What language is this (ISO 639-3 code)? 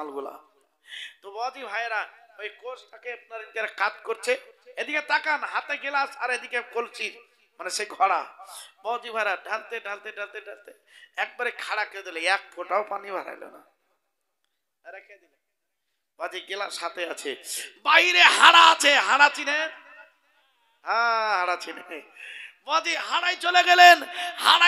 ben